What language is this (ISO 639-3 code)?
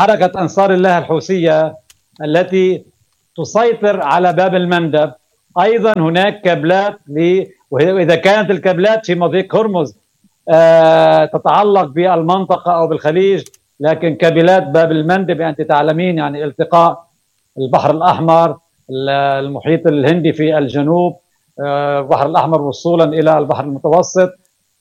ara